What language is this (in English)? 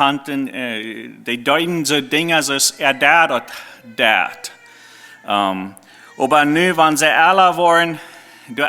Plautdietsch